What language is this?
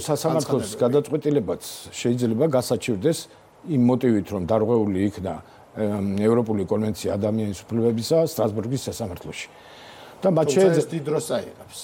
Georgian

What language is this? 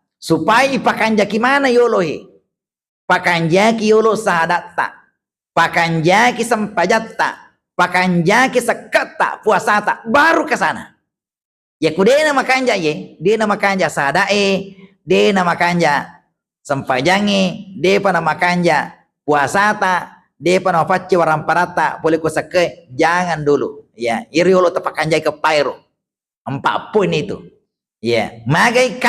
Buginese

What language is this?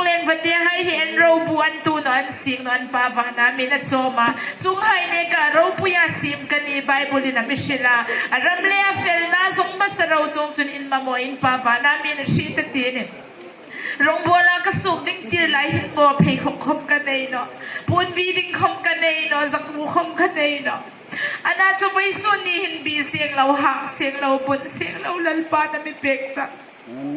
Hmar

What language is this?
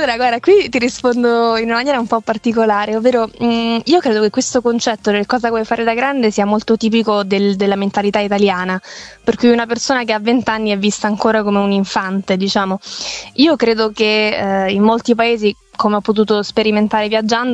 Italian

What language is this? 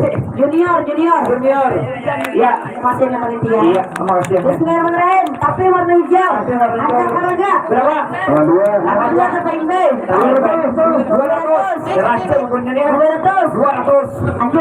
Banjar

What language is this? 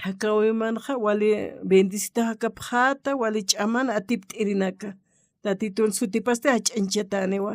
Aymara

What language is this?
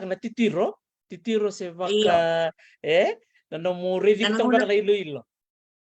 Fijian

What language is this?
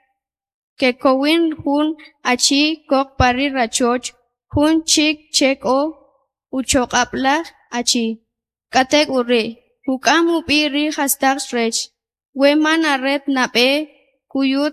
Kʼicheʼ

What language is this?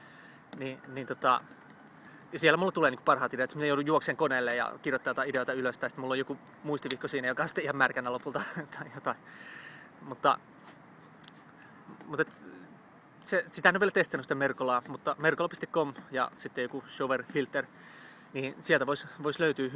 Finnish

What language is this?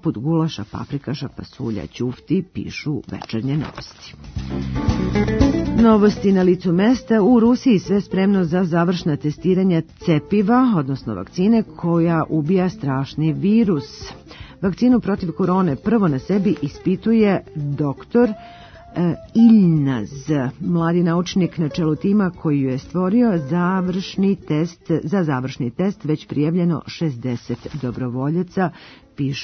Serbian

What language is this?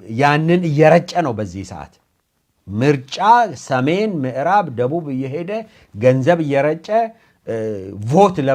Amharic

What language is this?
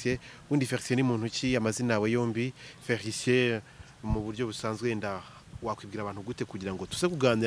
Kinyarwanda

